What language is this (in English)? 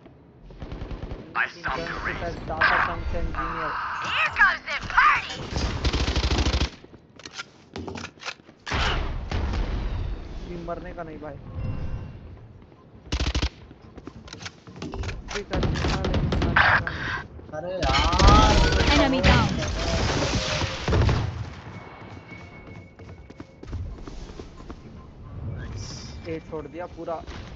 Hindi